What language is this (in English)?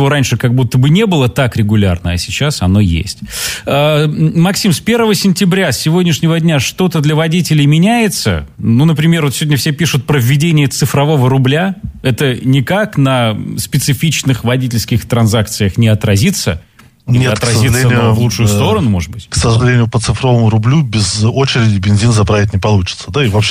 Russian